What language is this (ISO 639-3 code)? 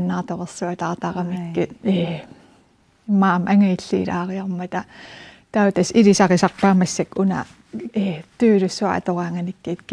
kal